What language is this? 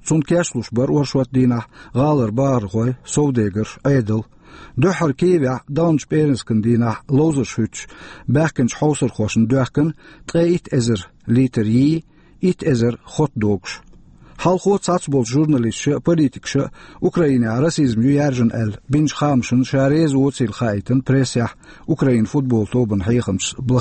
Chechen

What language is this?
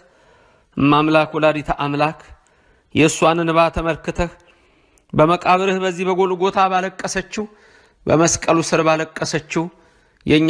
Amharic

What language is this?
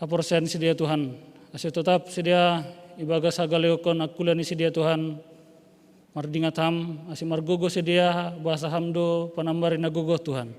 Batak Simalungun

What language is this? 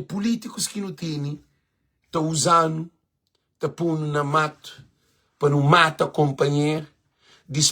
Kabuverdianu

